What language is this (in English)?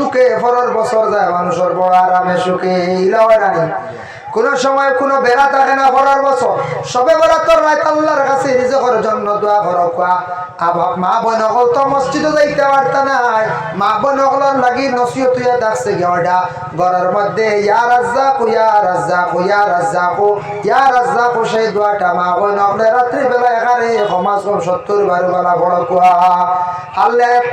Sylheti